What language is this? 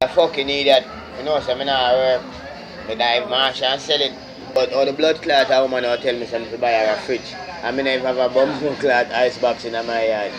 Jamaican Creole English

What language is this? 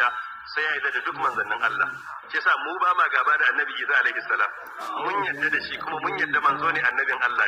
Hausa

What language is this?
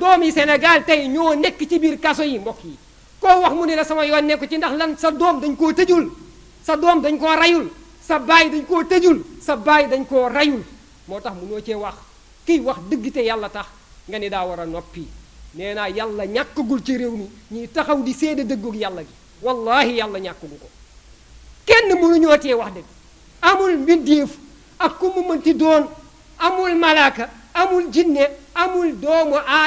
Wolof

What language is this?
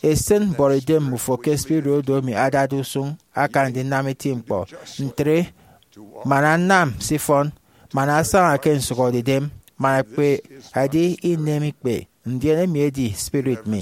Efik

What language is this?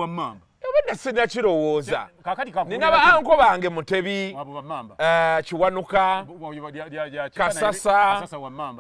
Ganda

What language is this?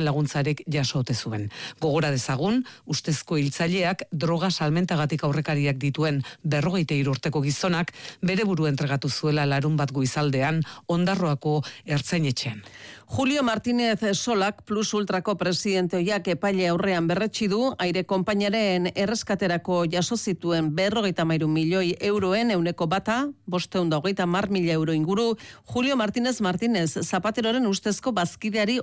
Basque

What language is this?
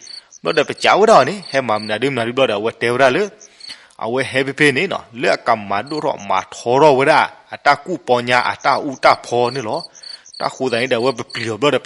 S'gaw Karen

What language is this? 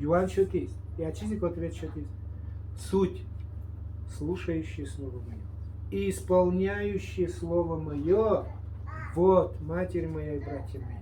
Udmurt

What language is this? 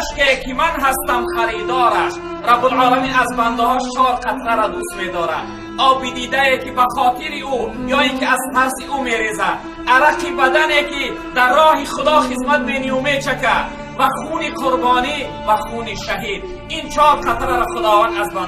Tajik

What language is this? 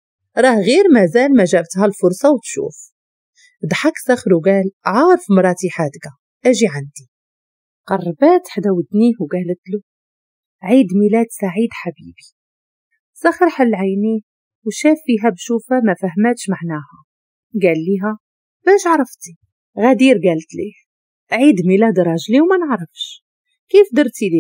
Moroccan Arabic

